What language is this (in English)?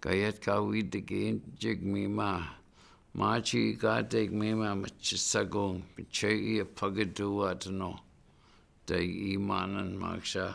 Chippewa